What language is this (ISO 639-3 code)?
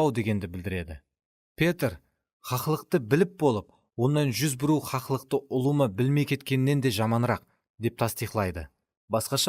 kaa